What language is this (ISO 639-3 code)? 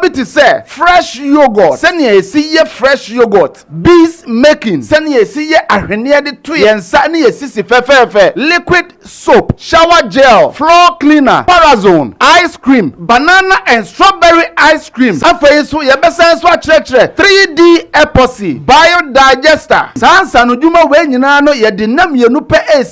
aka